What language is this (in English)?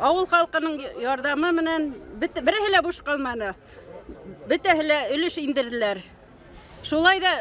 Bashkir